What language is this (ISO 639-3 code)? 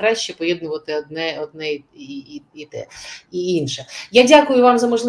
ukr